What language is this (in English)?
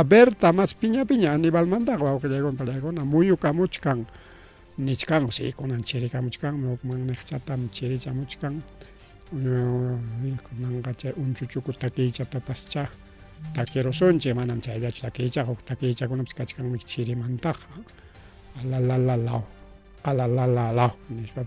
Ayacucho Quechua